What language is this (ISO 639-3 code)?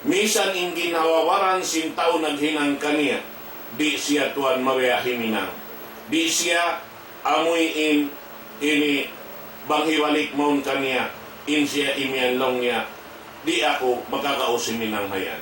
tsg